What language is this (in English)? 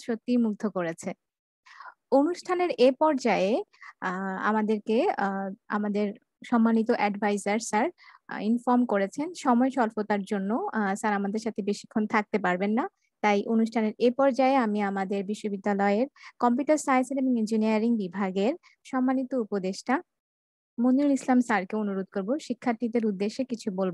Bangla